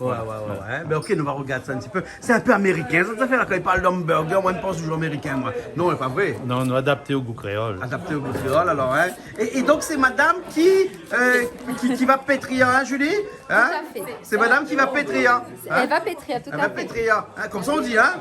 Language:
Réunion Creole French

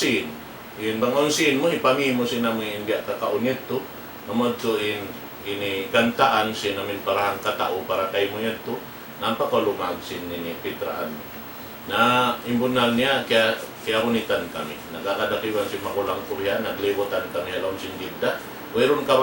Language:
Tausug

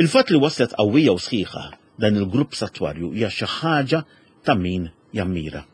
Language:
Maltese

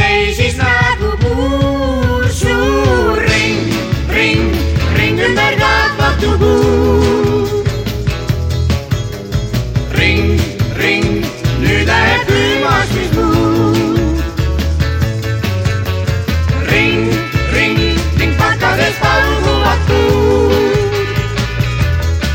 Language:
Estonian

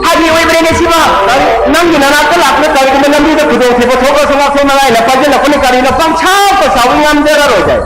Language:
Manipuri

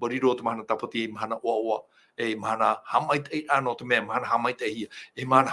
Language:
Tahitian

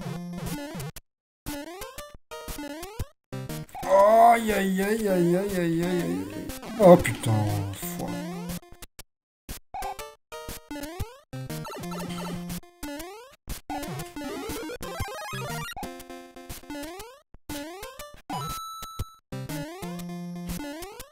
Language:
French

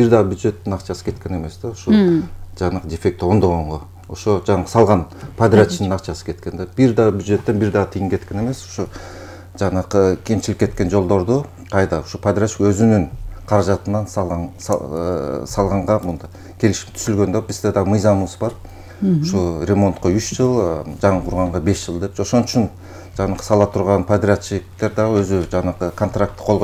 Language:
Kyrgyz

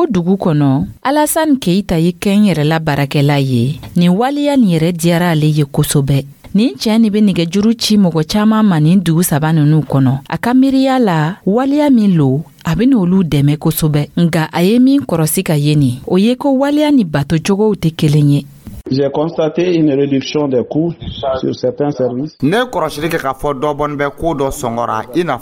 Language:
Dyula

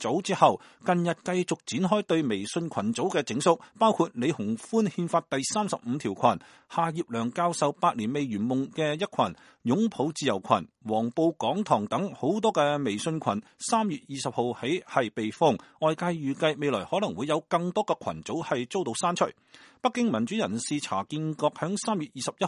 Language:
Cantonese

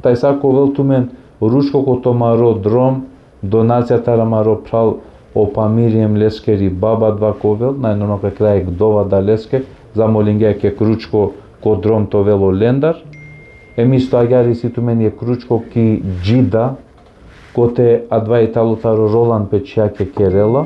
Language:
Balkan Romani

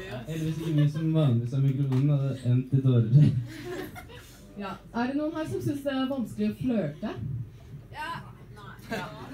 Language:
Norwegian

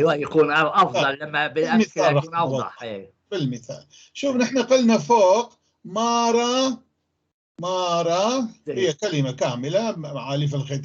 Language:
North Levantine Arabic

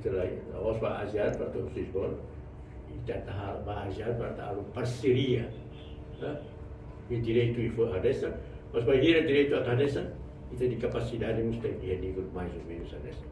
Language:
Tetum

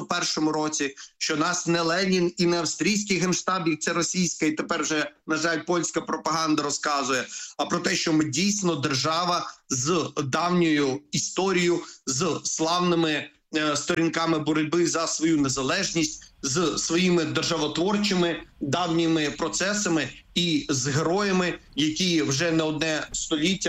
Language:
Ukrainian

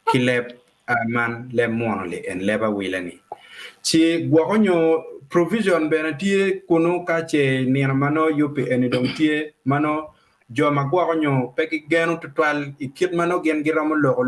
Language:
Acoli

